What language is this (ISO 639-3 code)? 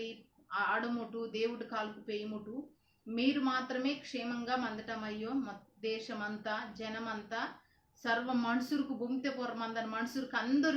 kff